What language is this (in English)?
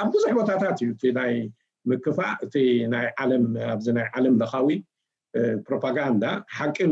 Tigrinya